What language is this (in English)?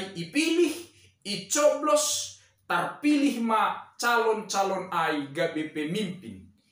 Batak Simalungun